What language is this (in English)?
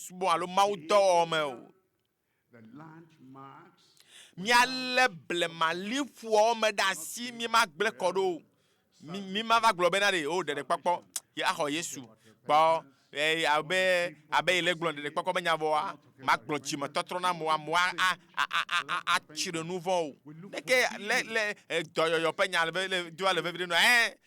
Ewe